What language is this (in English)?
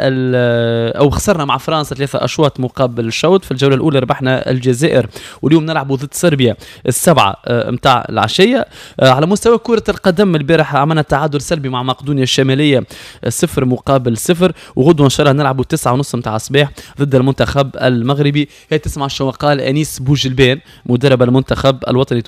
Tunisian Arabic